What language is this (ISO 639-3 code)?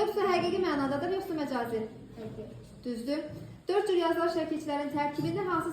aze